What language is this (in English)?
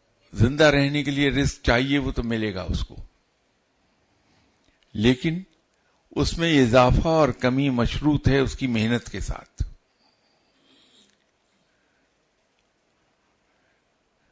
Urdu